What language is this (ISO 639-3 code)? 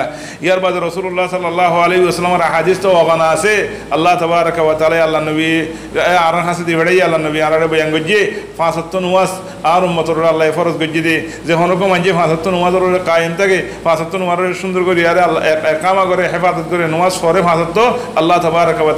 rhg